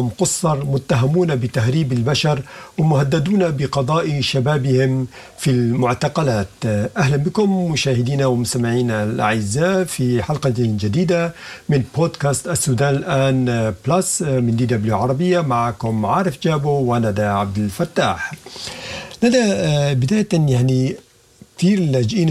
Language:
Sudanese Arabic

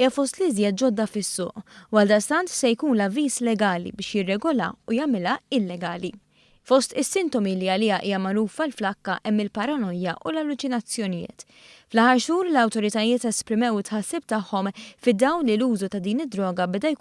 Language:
Maltese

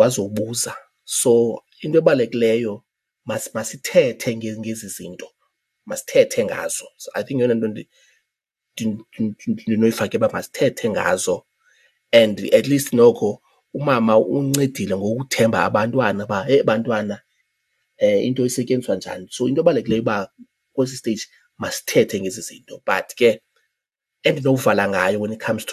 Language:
Xhosa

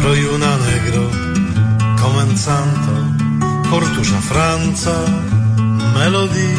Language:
Esperanto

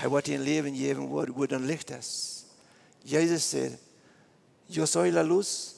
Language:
Plautdietsch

